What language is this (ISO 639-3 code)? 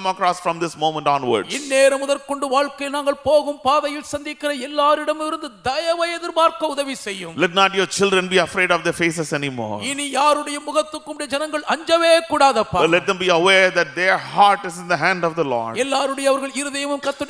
tam